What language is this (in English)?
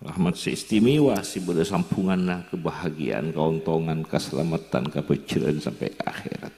Madurese